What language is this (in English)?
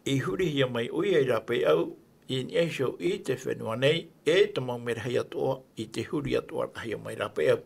Tahitian